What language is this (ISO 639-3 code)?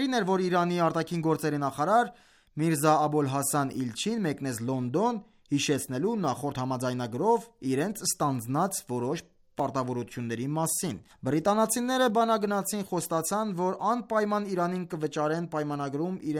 hye